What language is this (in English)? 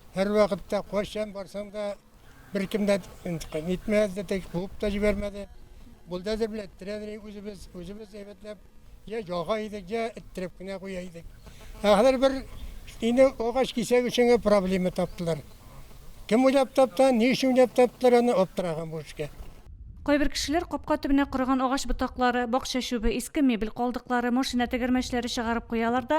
Tatar